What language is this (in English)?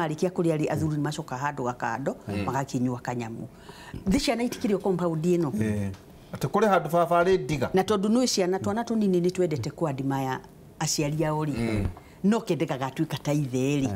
Kikuyu